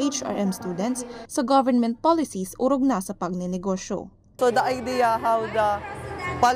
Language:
Bikol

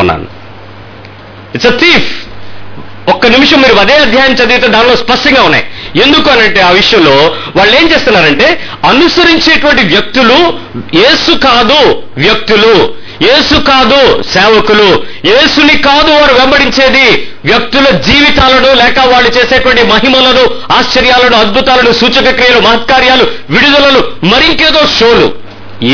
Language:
Telugu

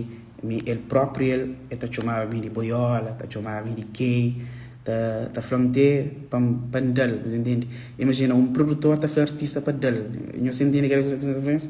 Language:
Kabuverdianu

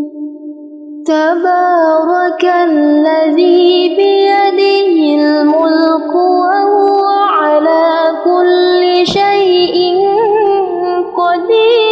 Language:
Arabic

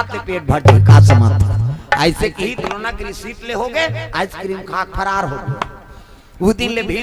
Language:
Chhattisgarhi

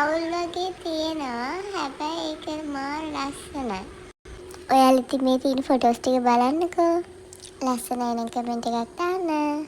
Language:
Sinhala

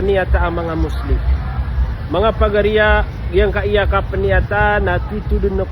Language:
Maranao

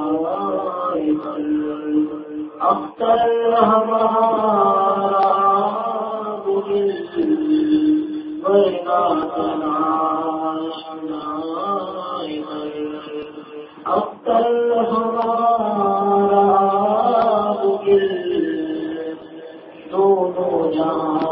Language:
Urdu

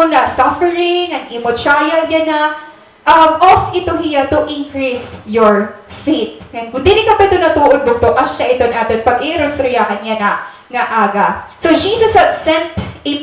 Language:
Waray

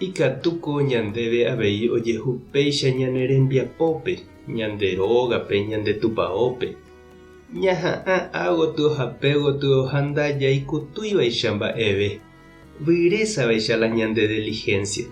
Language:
Guarani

